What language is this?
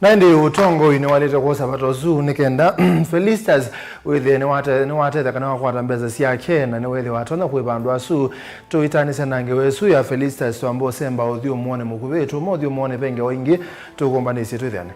Kamba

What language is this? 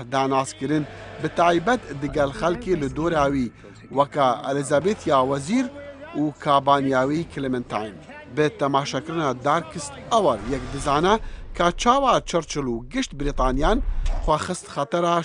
Kurdish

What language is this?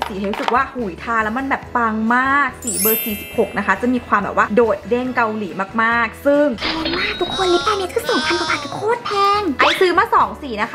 Thai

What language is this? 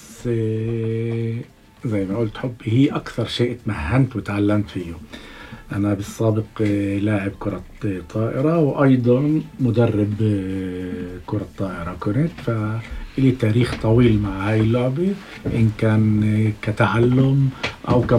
North Levantine Arabic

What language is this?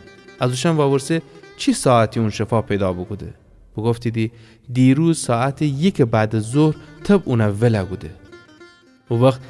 Gilaki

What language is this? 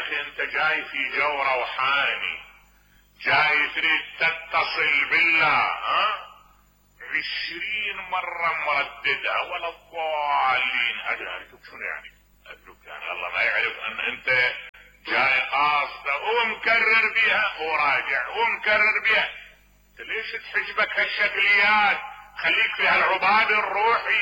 Mesopotamian Arabic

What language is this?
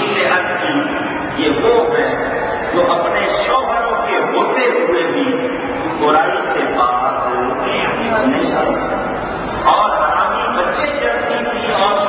Urdu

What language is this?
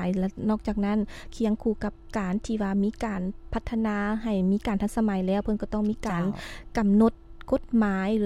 Lao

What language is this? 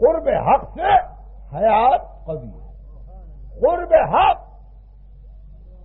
Urdu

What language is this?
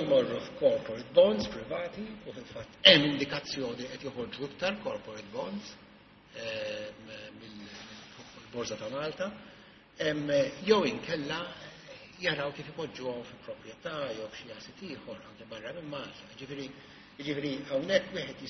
Maltese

